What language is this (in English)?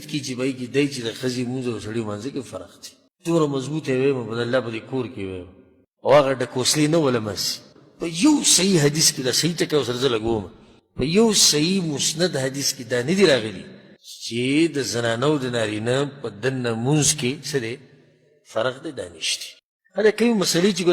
Pashto